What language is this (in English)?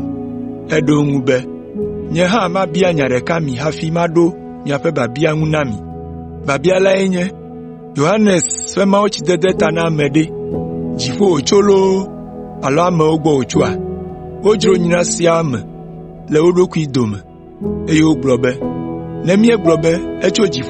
Ewe